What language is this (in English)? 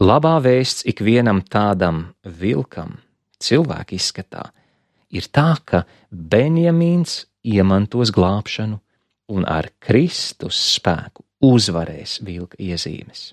Latvian